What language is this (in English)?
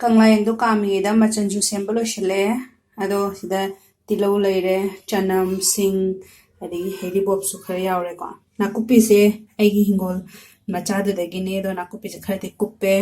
Manipuri